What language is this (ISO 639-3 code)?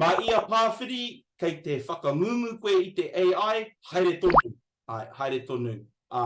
mri